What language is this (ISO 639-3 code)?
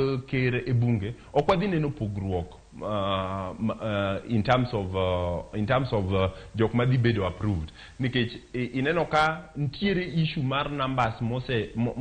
luo